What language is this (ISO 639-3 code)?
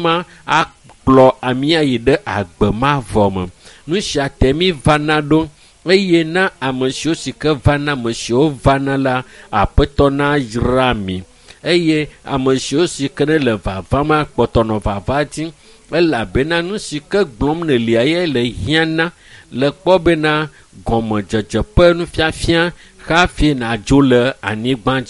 ewe